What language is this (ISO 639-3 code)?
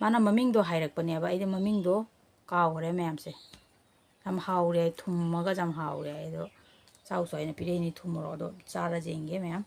mni